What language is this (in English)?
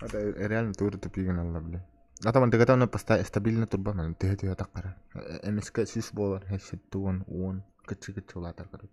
Yakut